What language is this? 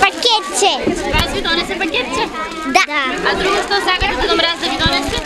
Macedonian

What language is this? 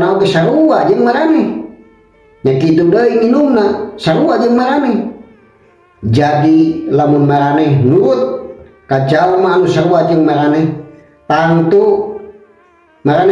Sundanese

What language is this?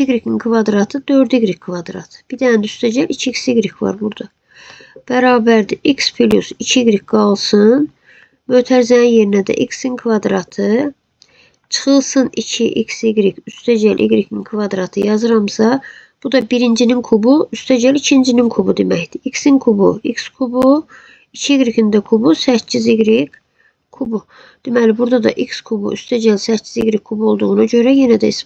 Azerbaijani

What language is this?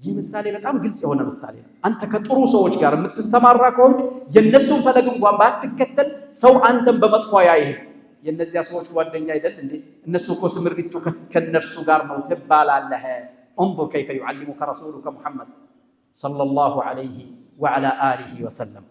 Amharic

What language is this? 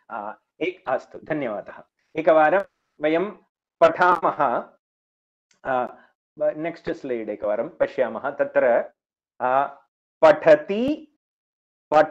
Sanskrit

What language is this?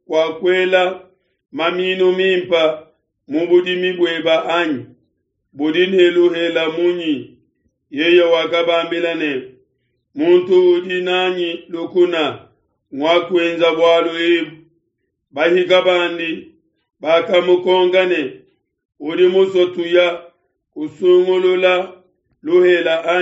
Luba-Lulua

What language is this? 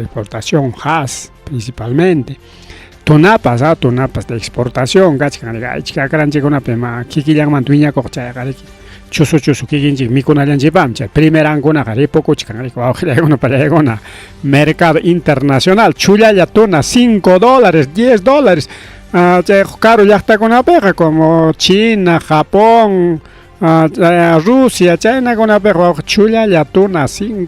Ayacucho Quechua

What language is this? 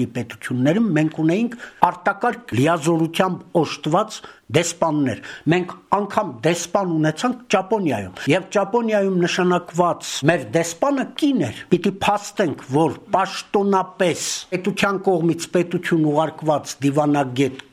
Armenian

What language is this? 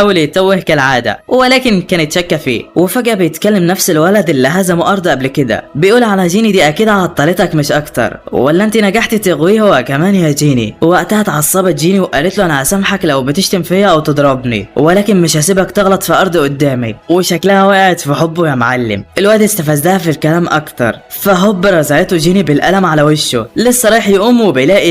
Egyptian Arabic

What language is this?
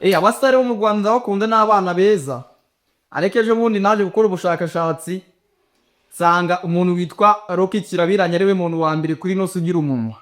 Kinyarwanda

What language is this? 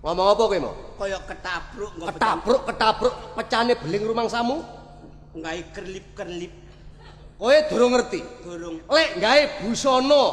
Javanese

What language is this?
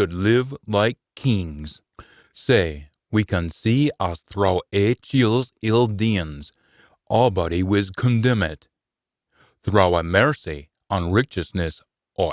Scots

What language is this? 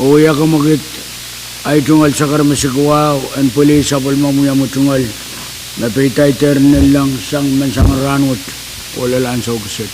Pohnpeian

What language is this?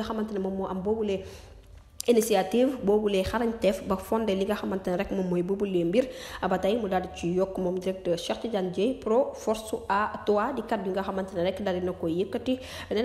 Wolof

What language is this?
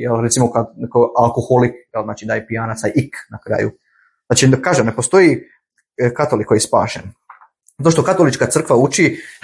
Bosnian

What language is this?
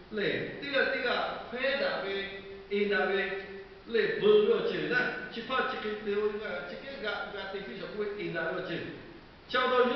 Lahu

